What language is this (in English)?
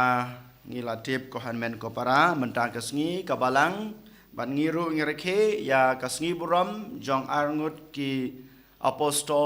Khasi